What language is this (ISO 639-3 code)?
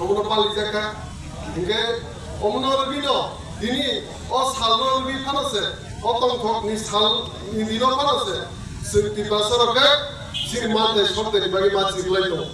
trp